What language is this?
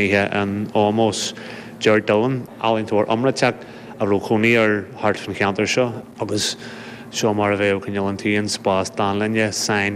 Irish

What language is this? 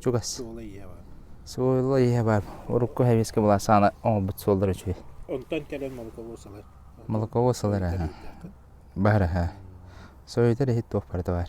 Yakut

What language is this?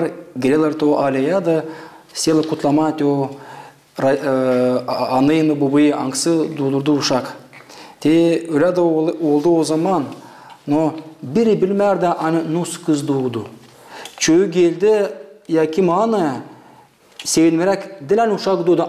Gagauz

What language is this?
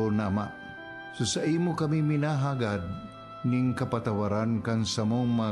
Bikol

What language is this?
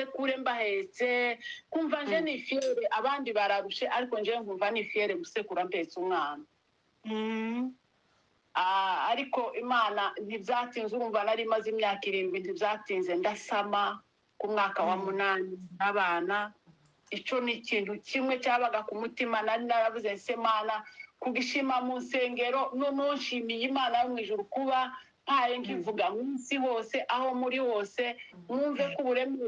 Kinyarwanda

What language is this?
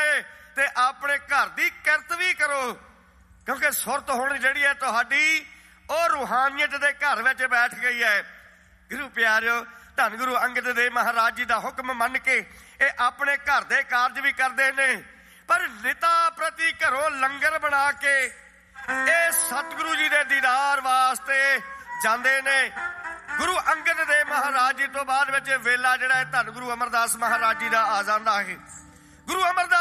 Punjabi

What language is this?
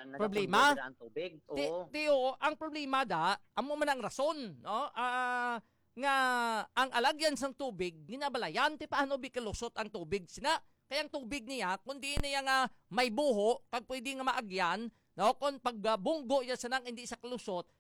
Hiligaynon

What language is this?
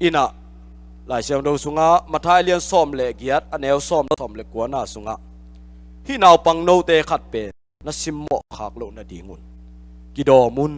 Tedim Chin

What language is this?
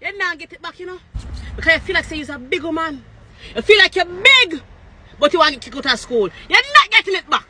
Jamaican Creole English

